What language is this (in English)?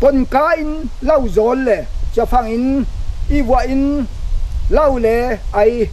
Falam Chin